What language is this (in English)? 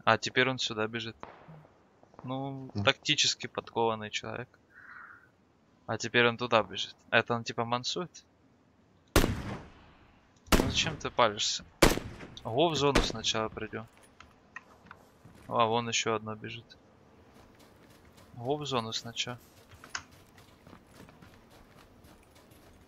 Russian